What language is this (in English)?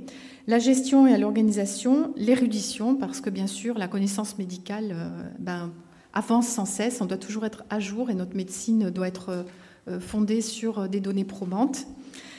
French